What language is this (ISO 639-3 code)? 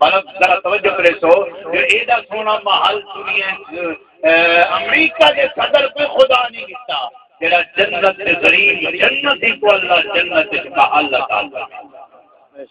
skr